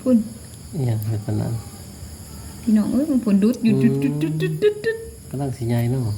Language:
Lao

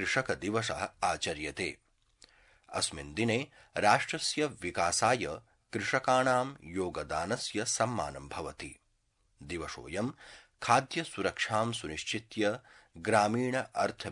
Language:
Sanskrit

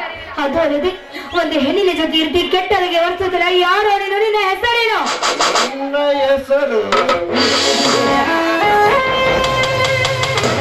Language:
Kannada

